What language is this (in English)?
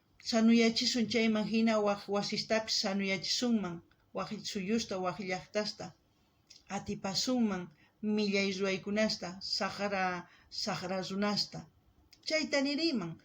South Bolivian Quechua